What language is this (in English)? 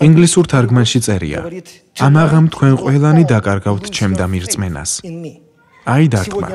Georgian